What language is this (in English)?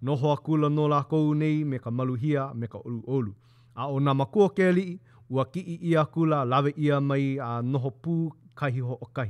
Hawaiian